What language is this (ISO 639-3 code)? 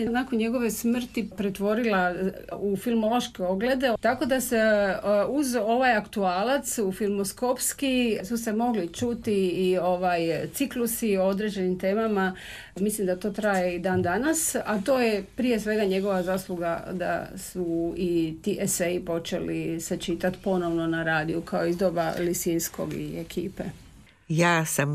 hrv